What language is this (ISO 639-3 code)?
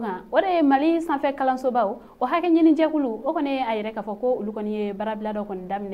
bam